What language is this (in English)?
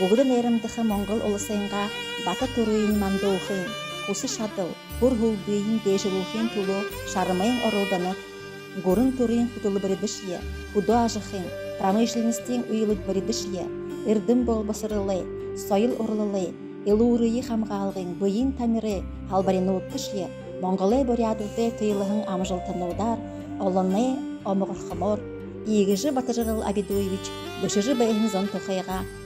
Buriat